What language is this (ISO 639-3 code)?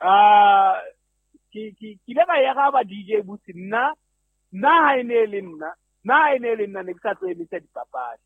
sot